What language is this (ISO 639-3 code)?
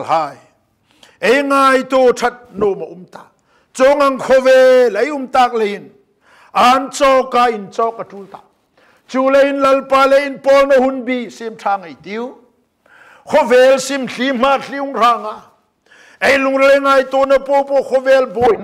hmr